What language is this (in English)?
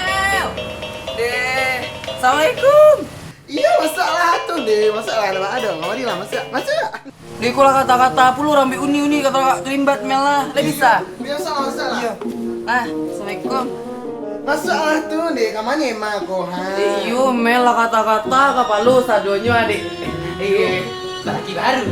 Minangkabau